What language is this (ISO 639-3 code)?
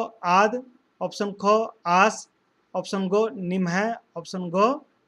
kru